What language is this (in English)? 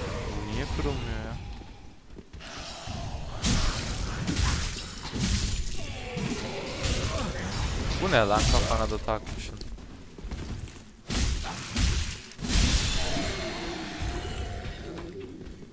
Turkish